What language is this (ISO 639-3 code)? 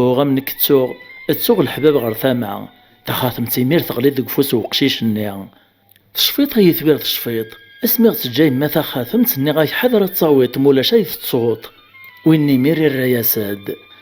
kab